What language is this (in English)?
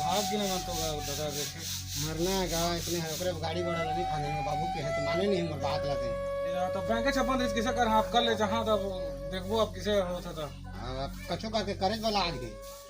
Chhattisgarhi